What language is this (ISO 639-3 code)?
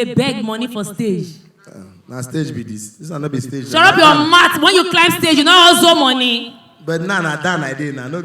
pcm